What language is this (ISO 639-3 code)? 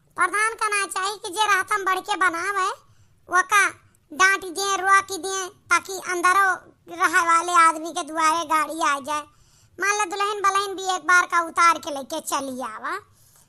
awa